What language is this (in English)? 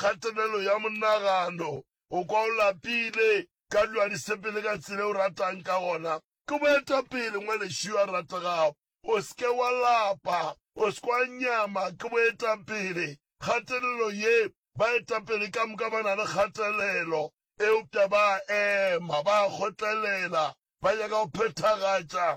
Northern Sotho